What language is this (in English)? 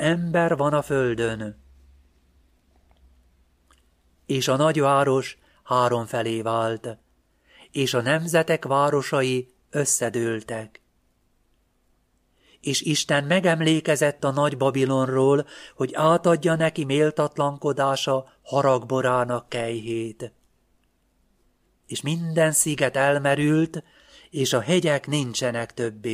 Hungarian